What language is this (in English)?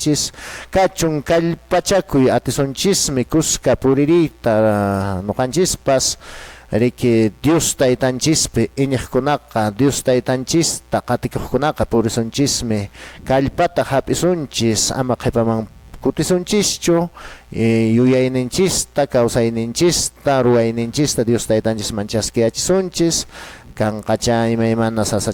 Quechua